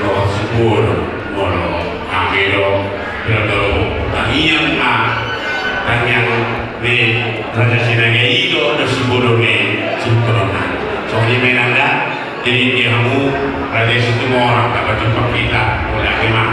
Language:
Batak Toba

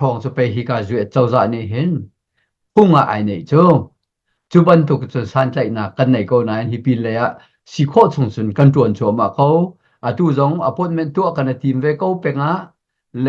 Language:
Hakha Chin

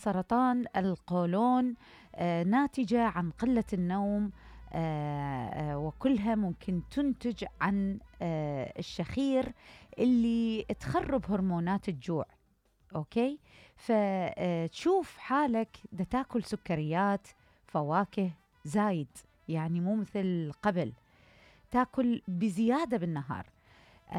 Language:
Mesopotamian Arabic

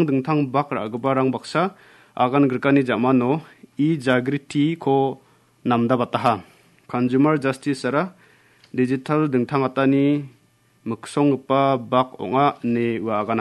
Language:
Garo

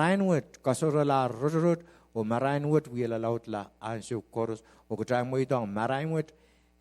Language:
Pohnpeian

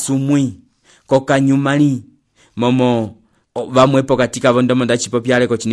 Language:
Umbundu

